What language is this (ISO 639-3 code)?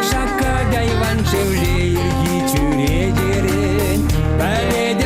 chv